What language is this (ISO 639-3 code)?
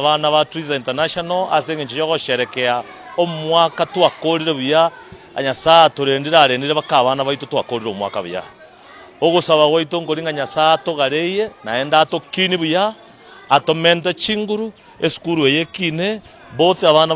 guz